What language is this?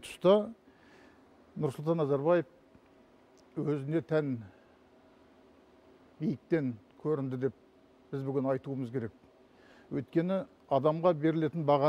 Kazakh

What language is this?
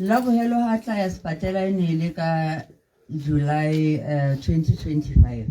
Tswana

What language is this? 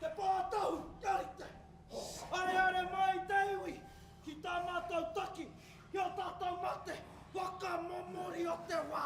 Māori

